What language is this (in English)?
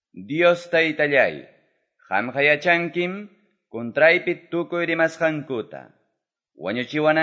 Quechua